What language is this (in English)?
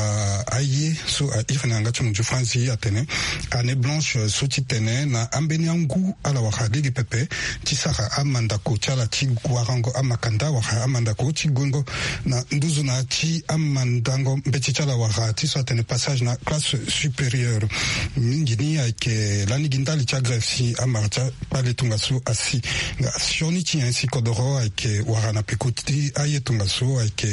Sango